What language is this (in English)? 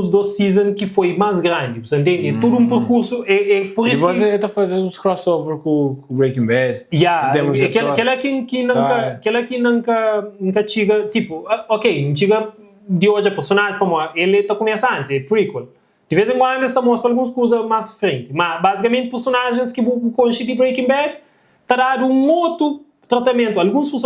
Kabuverdianu